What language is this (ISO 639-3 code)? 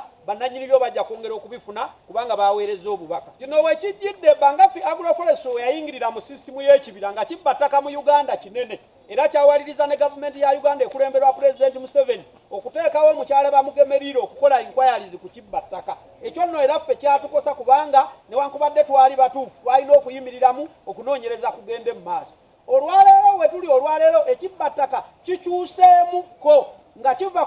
lug